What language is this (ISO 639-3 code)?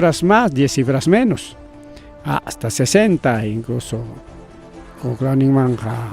quy